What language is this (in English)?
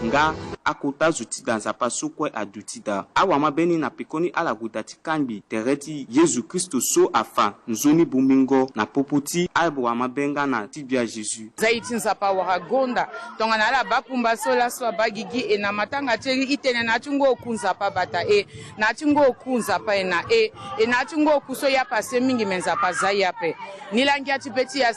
Sango